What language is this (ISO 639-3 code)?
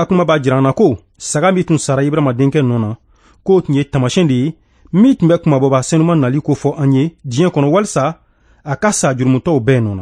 bam